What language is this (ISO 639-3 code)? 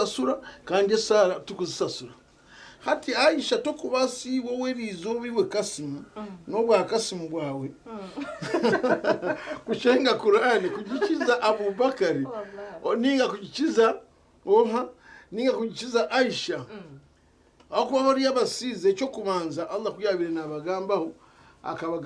nyn